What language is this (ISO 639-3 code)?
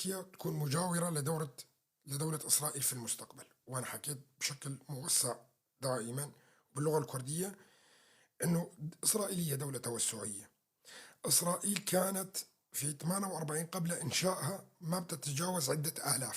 apc